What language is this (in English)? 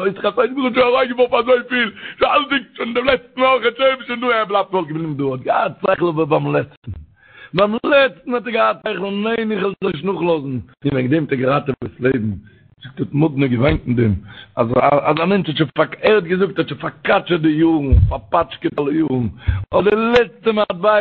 Yiddish